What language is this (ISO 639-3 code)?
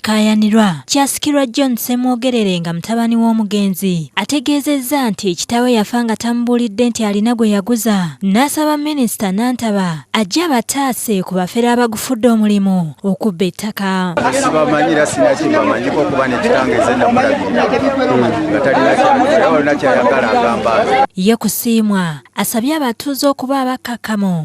lug